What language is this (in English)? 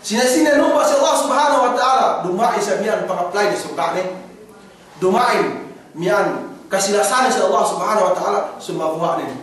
Yakan